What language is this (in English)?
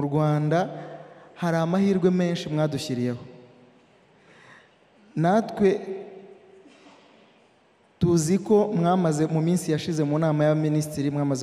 Kinyarwanda